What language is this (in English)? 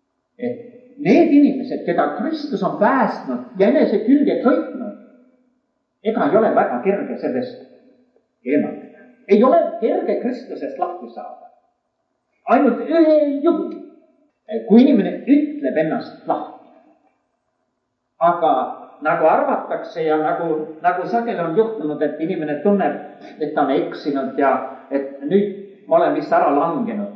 Estonian